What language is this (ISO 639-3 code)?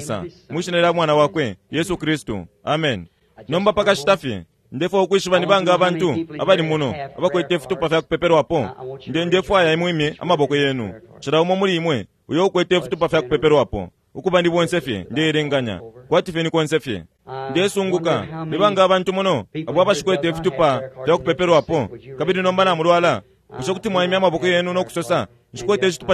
bem